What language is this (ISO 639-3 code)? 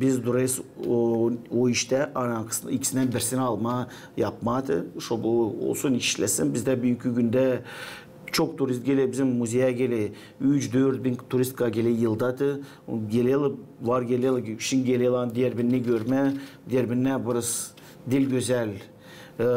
gag